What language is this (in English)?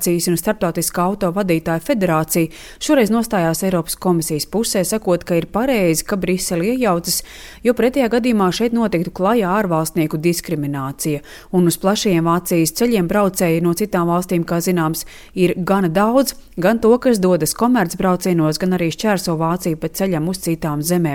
Latvian